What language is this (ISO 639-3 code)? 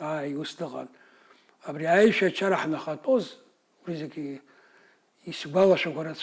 abk